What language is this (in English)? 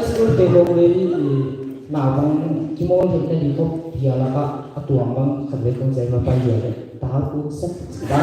Paite Chin